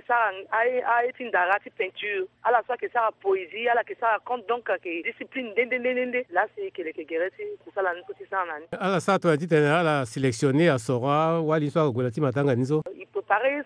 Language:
Sango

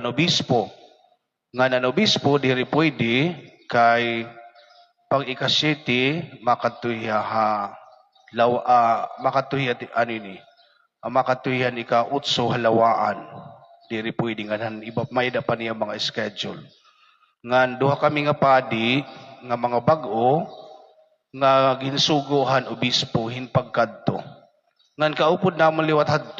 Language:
Waray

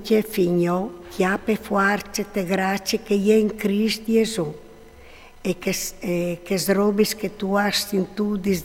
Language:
Friulian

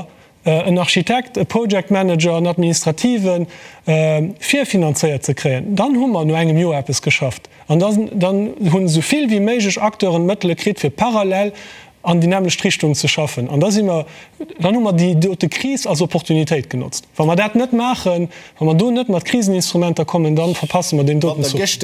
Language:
Luxembourgish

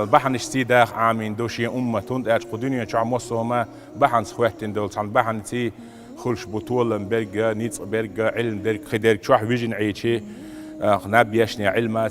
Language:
Chechen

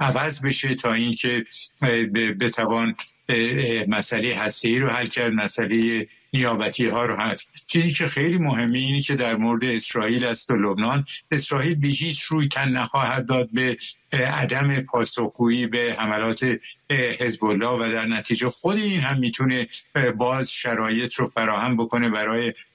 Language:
Persian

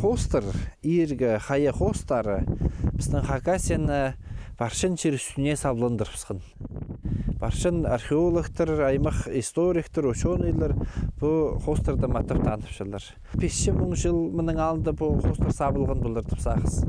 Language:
Khakas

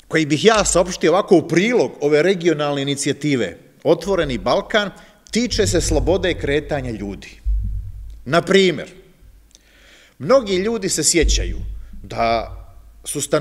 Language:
Serbian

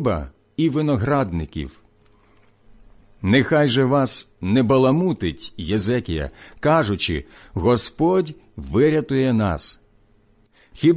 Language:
Ukrainian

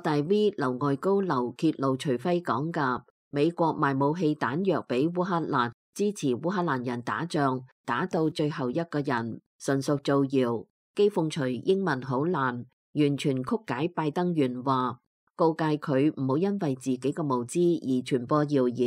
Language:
Cantonese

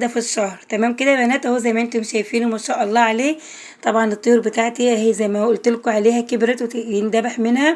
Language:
Egyptian Arabic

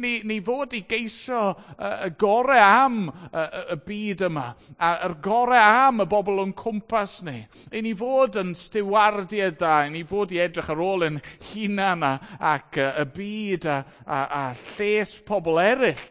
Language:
Welsh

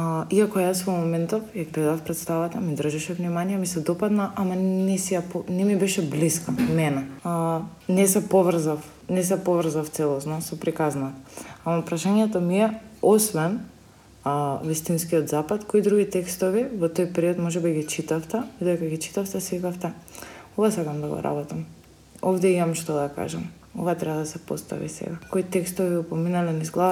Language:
Macedonian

